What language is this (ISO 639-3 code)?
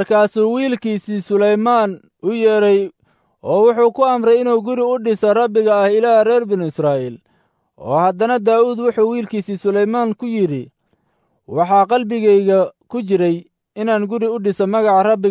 som